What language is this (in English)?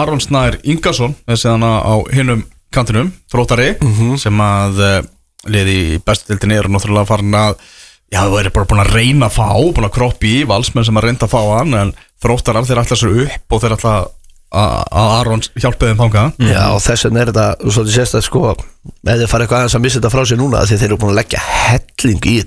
Icelandic